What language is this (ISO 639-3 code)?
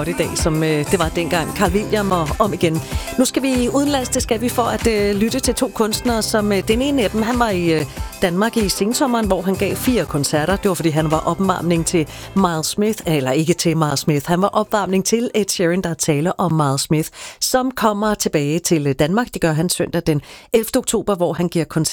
dan